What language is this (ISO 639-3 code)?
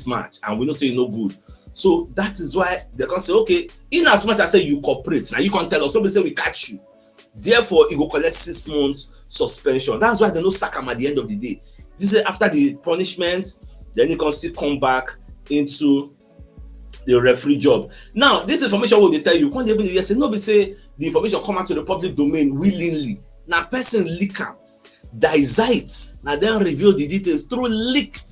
pcm